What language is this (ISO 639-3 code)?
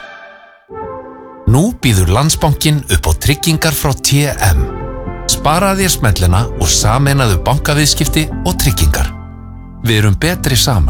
isl